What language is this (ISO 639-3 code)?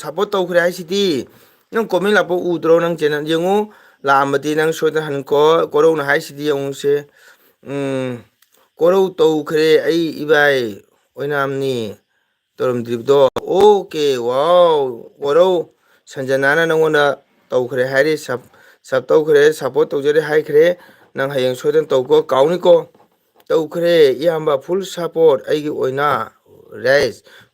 mni